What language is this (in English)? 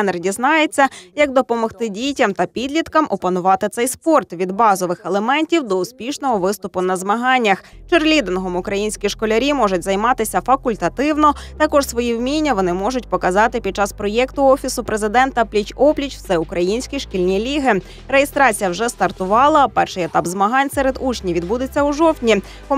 Ukrainian